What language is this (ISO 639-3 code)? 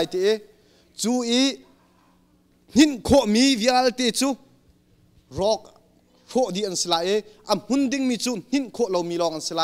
tha